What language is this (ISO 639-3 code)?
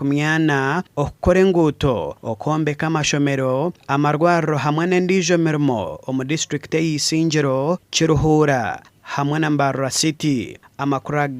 nyn